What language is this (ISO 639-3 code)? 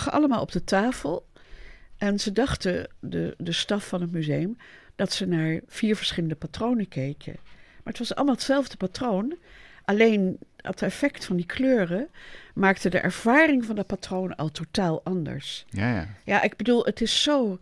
nld